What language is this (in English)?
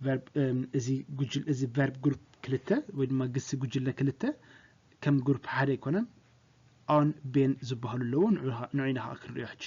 Tigrinya